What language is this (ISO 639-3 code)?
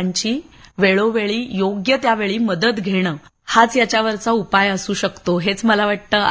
mar